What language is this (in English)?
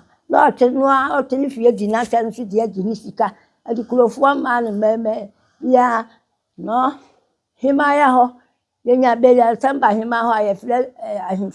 Akan